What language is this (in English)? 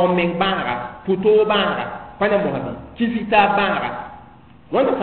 Mossi